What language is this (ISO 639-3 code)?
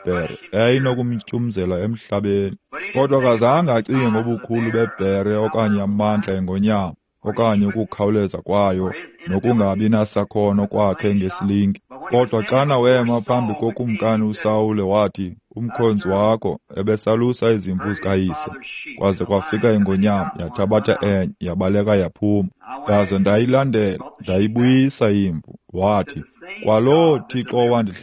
xho